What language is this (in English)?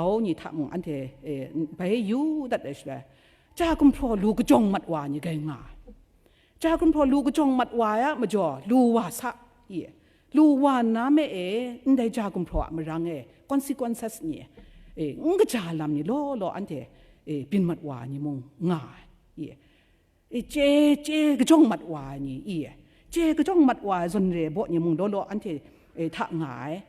Kachin